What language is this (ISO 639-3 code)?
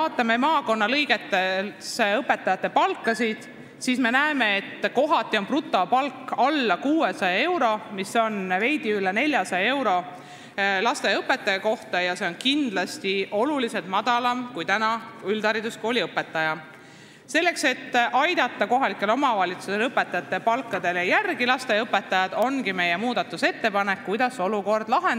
est